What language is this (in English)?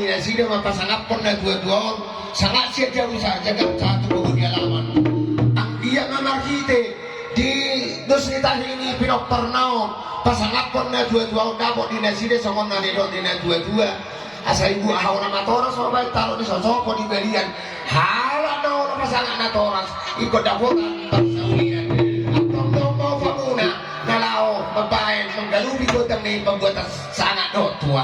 Batak Toba